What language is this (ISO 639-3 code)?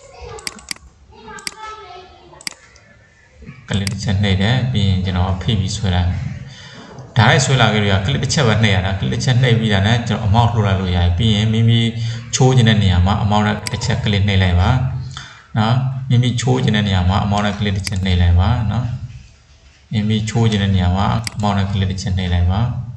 mya